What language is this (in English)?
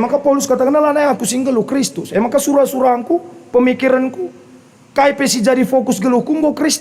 Batak Karo